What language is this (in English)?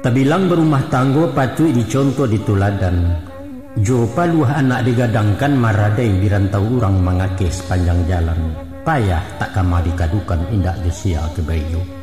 Minangkabau